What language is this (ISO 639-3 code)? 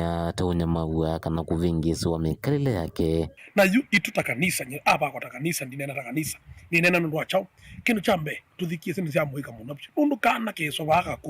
kam